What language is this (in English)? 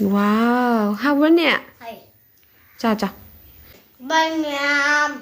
Manipuri